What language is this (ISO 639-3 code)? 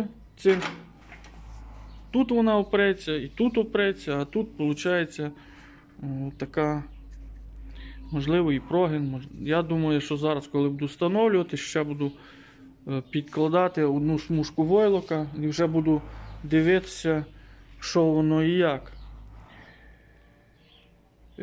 ukr